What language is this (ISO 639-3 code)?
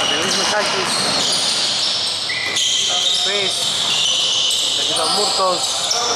ell